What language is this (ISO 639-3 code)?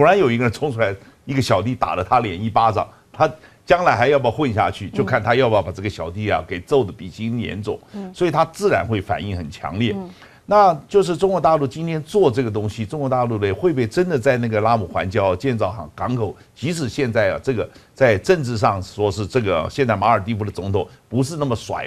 zho